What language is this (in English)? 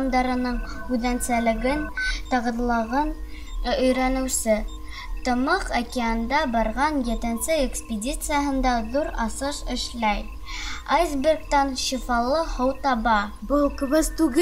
Bashkir